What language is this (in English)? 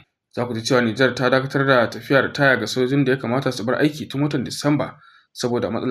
Hausa